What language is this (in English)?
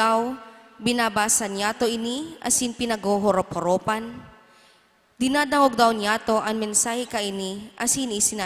Bikol